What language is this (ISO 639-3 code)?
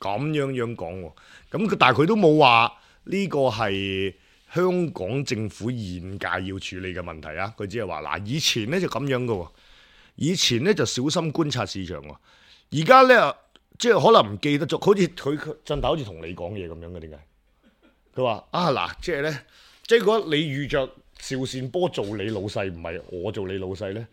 yue